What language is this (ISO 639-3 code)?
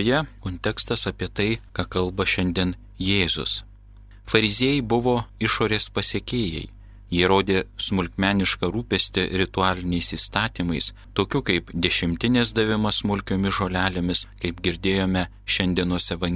lit